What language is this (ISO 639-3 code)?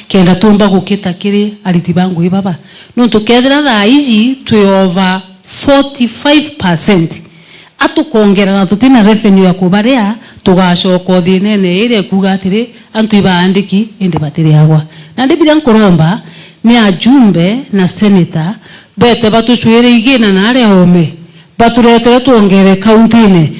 mer